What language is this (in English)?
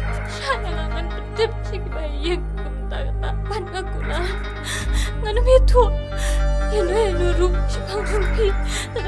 Khasi